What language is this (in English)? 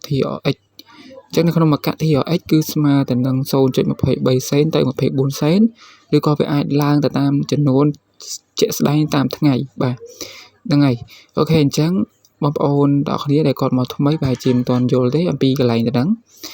Khmer